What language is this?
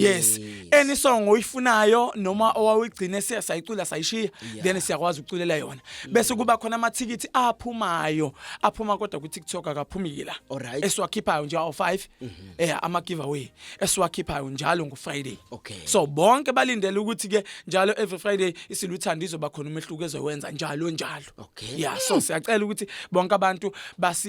Zulu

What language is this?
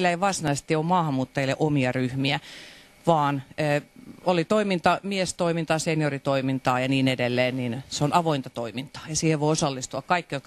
Finnish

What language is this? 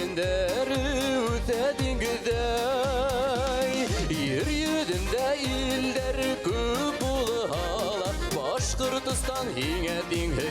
Bashkir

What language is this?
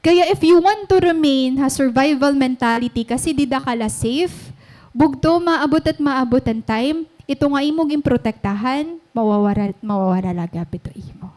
Waray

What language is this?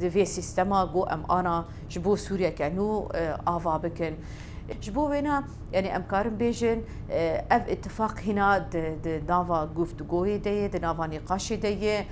Kurdish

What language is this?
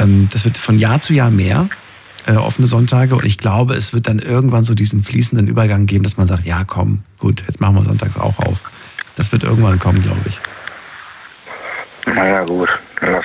German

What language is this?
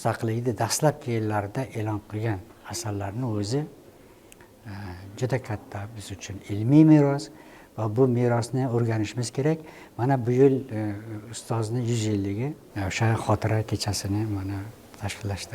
Uzbek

